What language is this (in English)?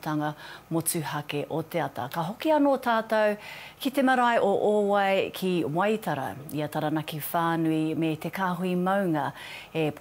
Māori